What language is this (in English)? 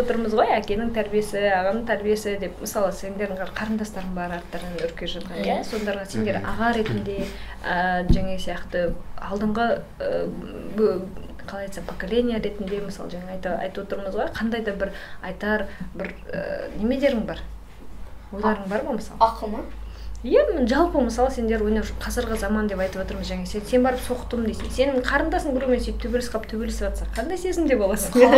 Kazakh